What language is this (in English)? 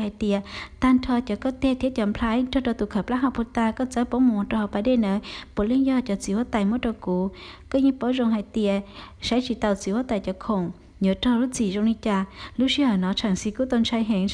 Hmong